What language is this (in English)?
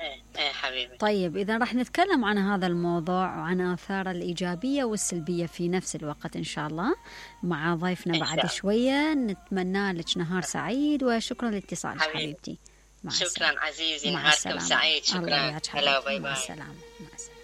Mesopotamian Arabic